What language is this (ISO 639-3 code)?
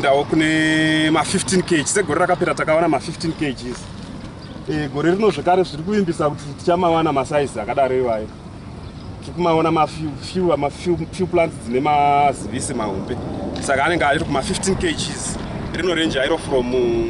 sna